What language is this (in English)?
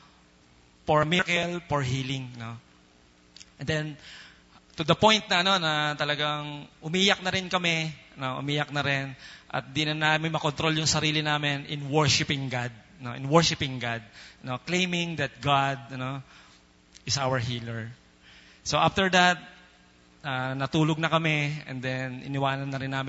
Filipino